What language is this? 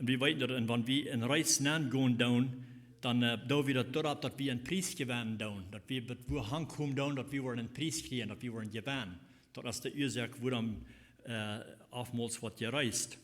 Plautdietsch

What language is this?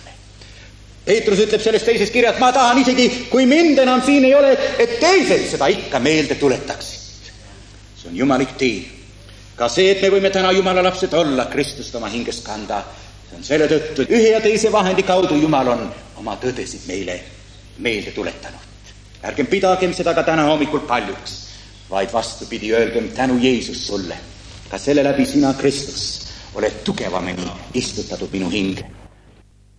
Estonian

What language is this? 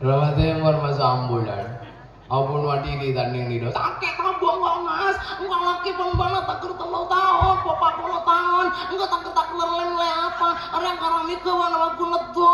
Madurese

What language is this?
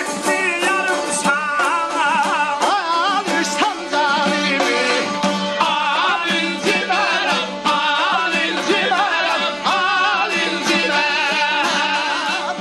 South Azerbaijani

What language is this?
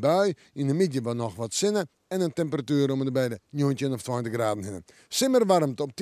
Western Frisian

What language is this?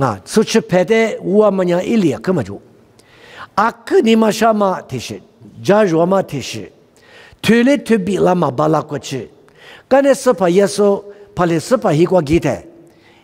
Lisu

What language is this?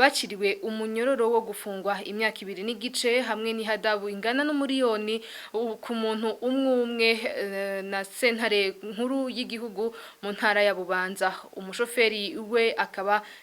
Rundi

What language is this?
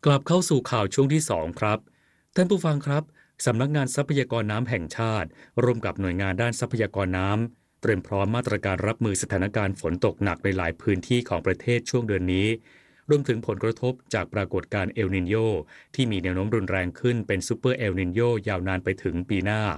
Thai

